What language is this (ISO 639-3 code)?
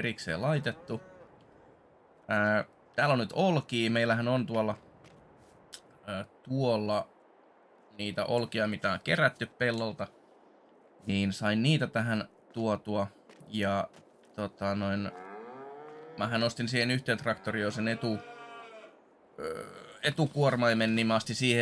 fin